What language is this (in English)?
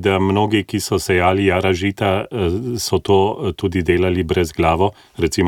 Slovenian